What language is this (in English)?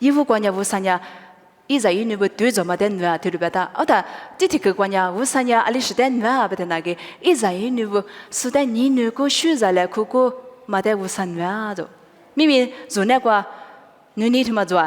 Lisu